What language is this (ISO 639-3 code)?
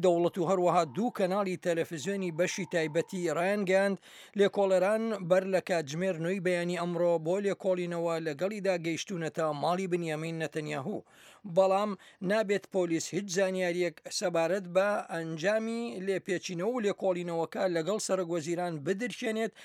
ckb